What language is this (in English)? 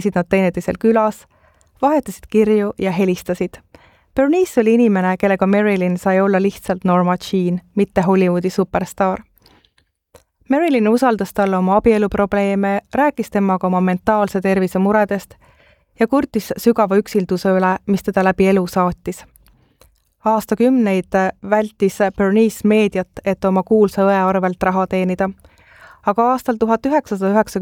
Estonian